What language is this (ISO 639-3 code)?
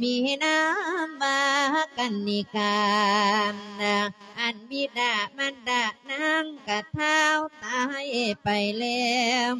lao